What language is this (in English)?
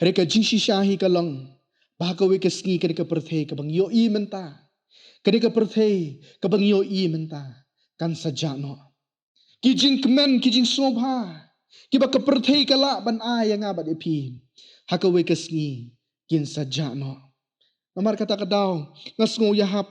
Khasi